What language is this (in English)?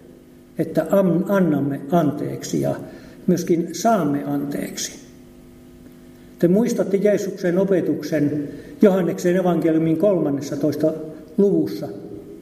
Finnish